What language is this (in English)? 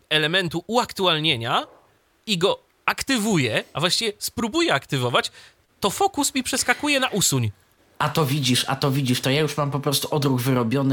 Polish